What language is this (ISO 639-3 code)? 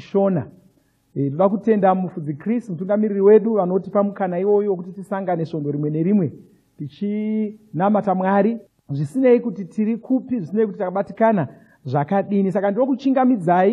sna